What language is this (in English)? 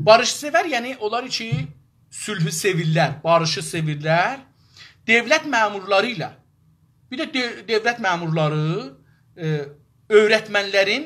South Azerbaijani